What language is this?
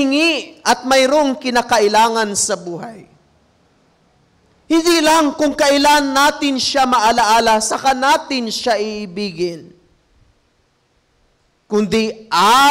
Filipino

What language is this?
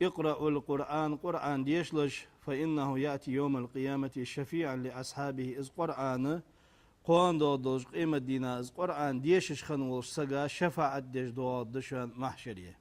Ingush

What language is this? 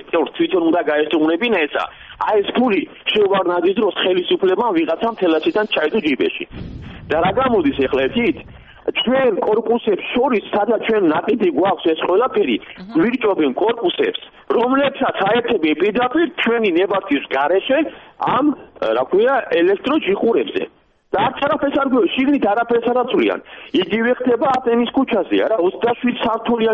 Georgian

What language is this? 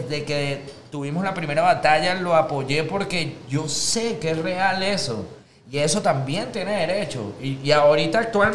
Spanish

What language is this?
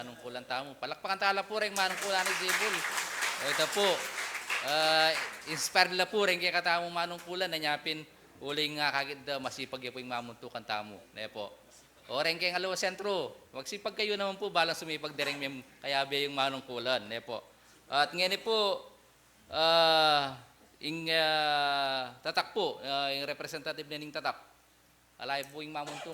Pampanga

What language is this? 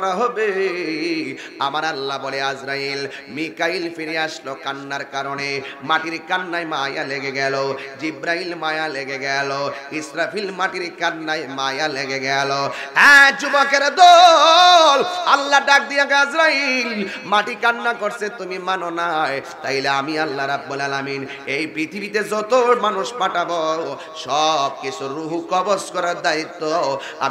Bangla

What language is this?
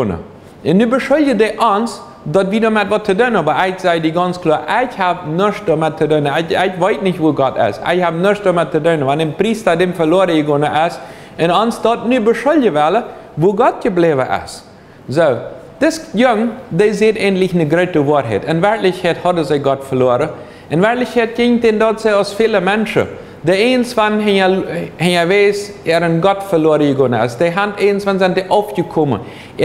Plautdietsch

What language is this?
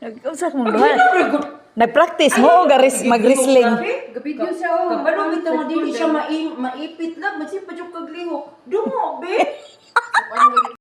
Cebuano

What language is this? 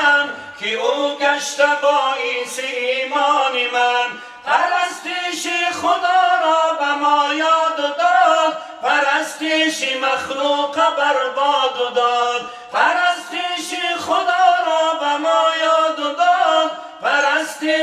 Tajik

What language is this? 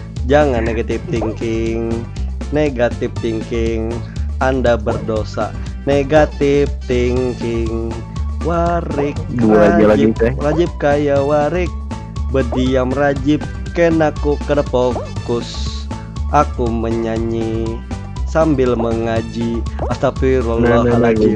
Banjar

